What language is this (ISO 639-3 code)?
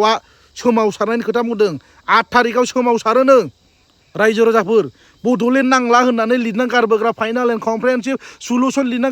brx